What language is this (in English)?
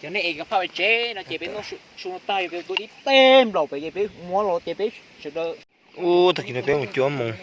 Hmong